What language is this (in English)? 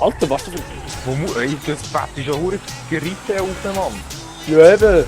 Swiss German